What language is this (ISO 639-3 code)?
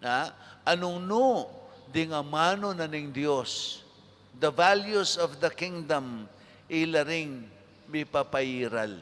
pam